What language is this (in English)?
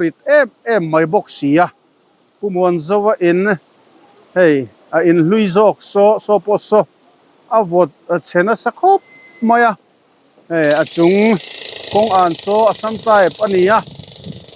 Mizo